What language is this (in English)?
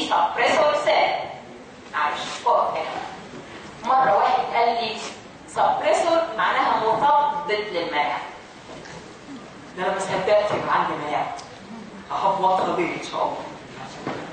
Egyptian Arabic